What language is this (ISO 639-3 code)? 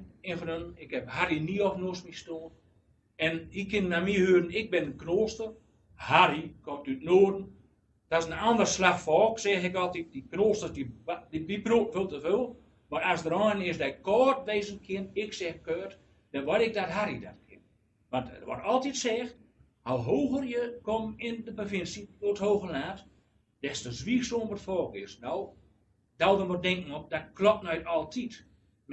gos